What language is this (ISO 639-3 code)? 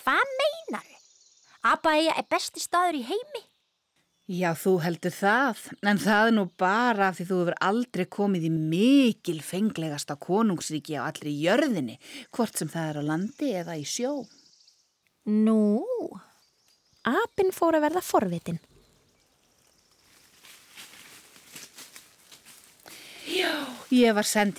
isl